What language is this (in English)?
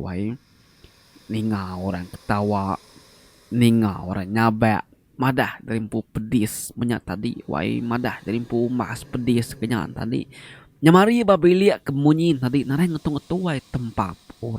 Iban